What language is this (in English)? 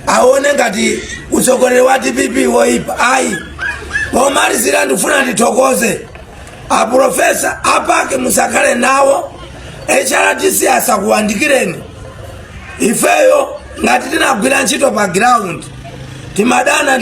Nyanja